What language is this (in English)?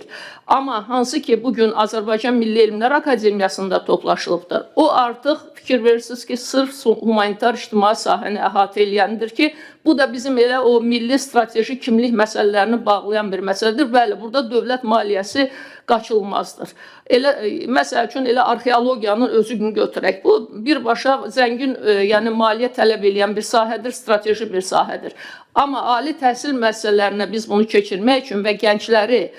Azerbaijani